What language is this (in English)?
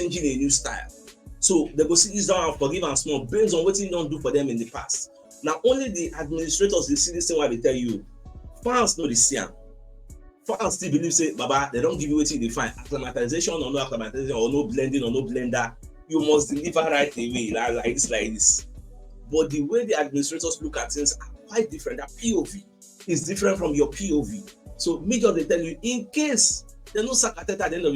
Nigerian Pidgin